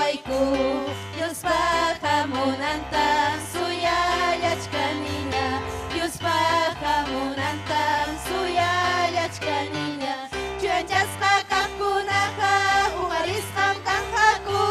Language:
Ayacucho Quechua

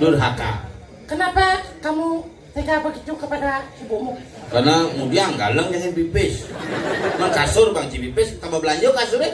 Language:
Balinese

